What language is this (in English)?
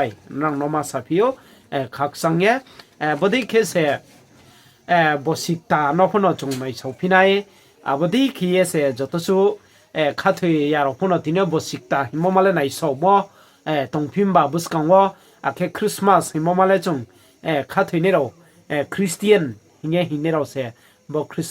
Riang (India)